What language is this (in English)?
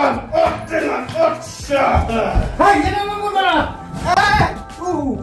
Khasi